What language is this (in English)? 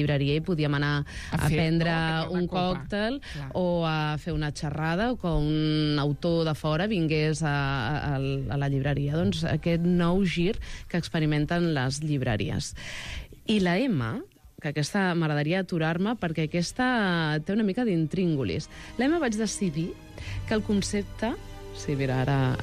Catalan